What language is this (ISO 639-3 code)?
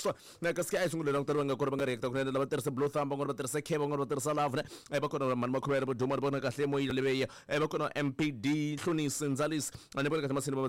tso